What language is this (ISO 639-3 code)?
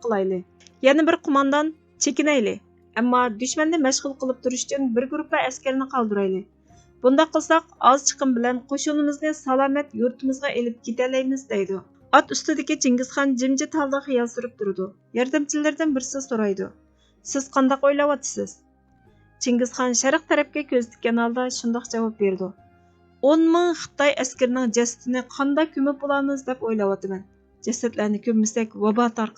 uig